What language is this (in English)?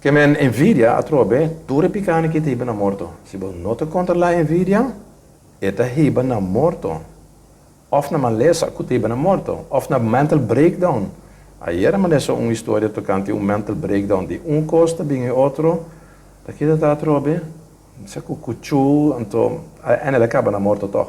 Papiamento